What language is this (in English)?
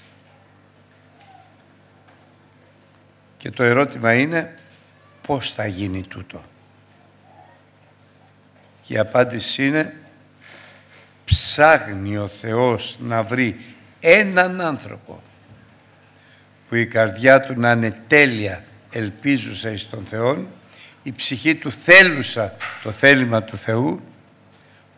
Greek